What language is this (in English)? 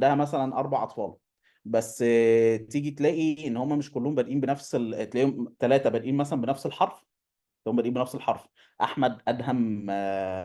Egyptian Arabic